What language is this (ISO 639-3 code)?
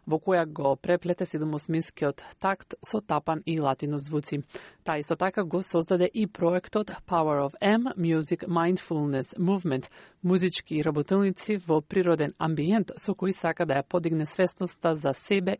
mkd